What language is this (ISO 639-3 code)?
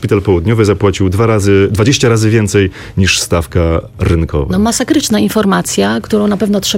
pol